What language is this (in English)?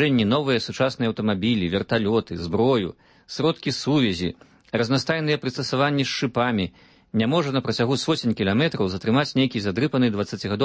Belarusian